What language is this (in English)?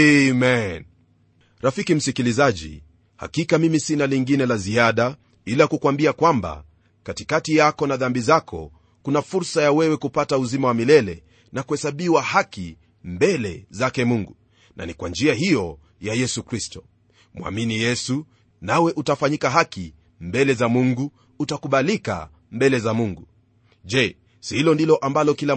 Swahili